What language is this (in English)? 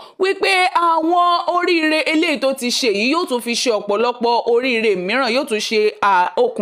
Yoruba